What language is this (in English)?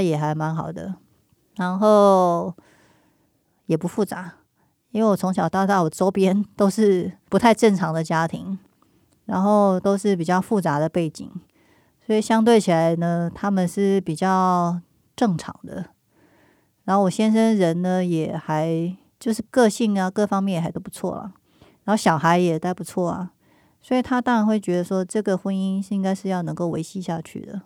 Chinese